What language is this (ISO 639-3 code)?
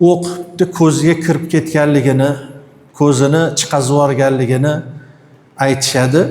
uzb